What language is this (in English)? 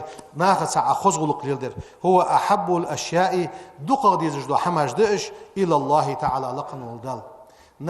Ingush